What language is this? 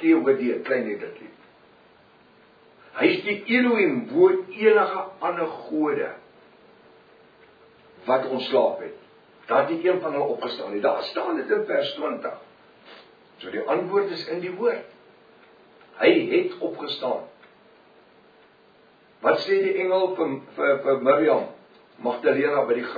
Afrikaans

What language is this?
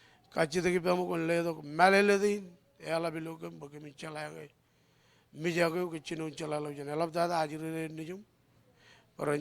Marshallese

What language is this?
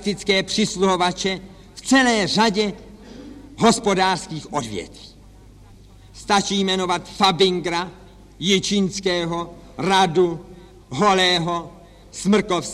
Czech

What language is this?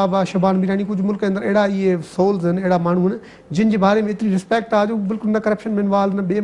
Sindhi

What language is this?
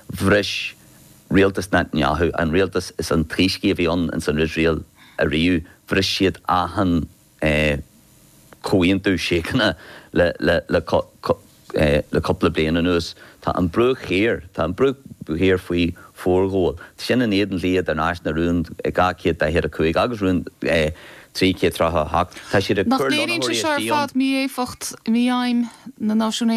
Irish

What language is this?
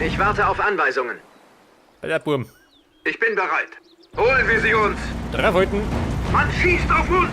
Bavarian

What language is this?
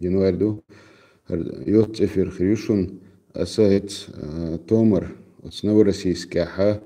Chechen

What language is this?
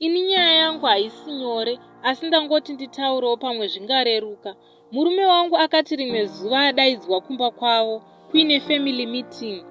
Shona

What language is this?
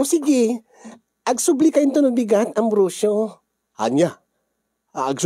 Iloko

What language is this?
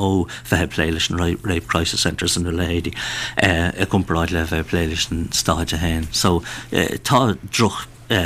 Irish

